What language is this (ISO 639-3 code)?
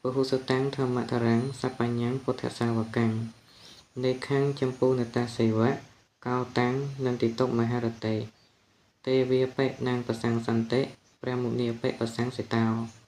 khm